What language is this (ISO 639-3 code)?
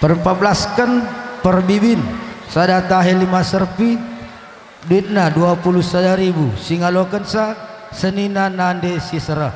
btx